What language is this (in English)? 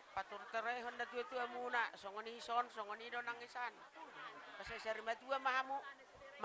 Batak Toba